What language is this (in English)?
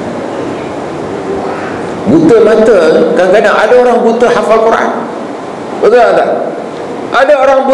Malay